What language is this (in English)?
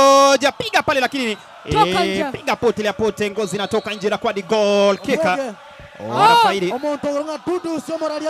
Gusii